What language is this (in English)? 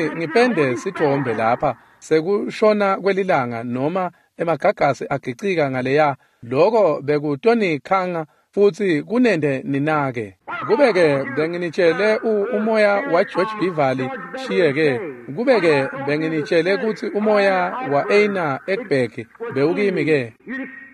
Swati